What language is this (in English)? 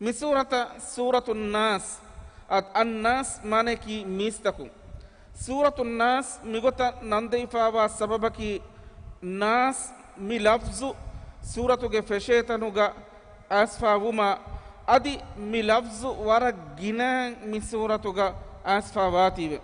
Divehi